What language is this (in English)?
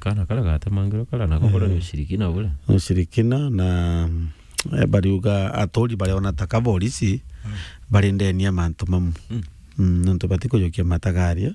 Meru